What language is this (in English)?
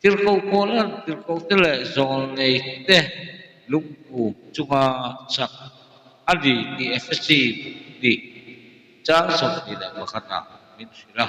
Mizo